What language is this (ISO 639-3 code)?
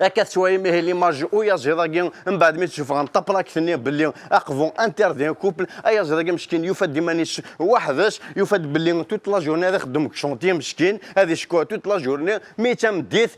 kab